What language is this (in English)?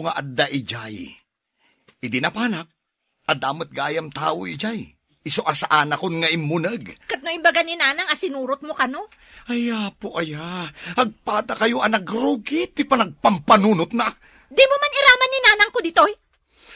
Iloko